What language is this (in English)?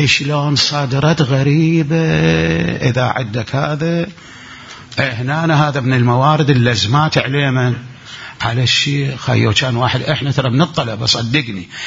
Mesopotamian Arabic